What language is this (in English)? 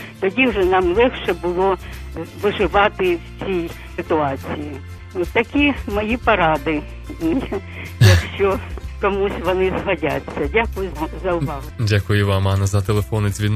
Ukrainian